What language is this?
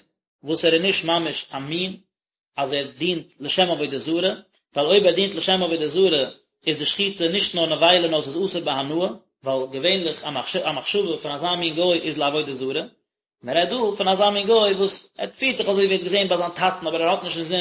Yiddish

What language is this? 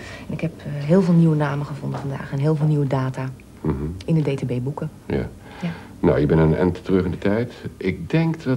Dutch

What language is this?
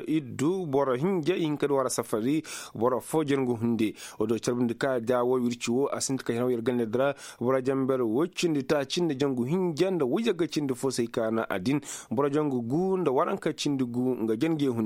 Koyraboro Senni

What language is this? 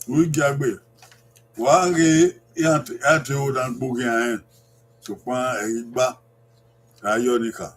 Bini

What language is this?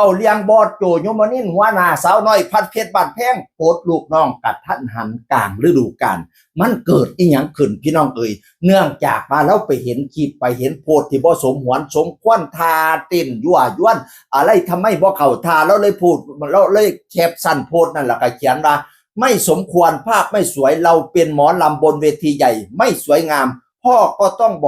Northeastern Thai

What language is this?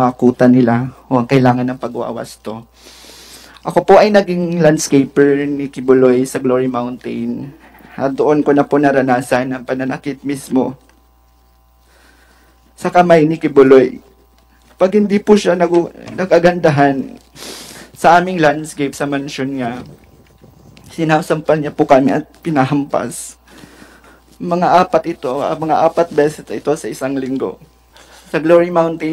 Filipino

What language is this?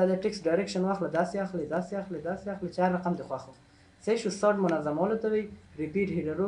Pashto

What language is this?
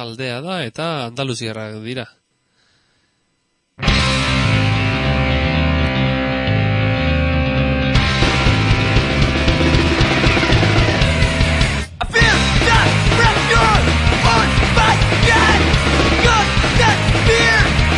Basque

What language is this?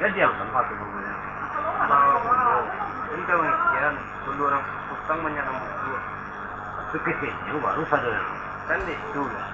Minangkabau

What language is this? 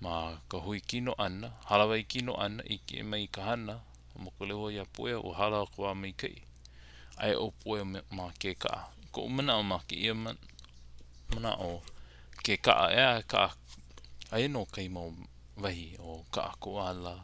Hawaiian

